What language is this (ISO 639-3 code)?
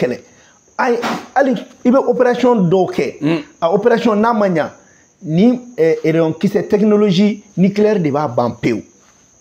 bam